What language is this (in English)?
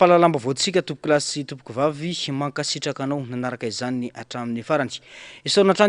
Malagasy